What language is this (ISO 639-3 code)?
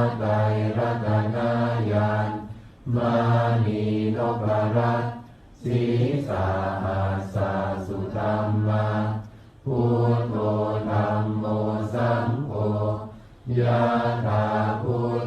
pli